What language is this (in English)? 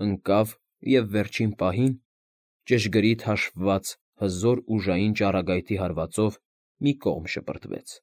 Armenian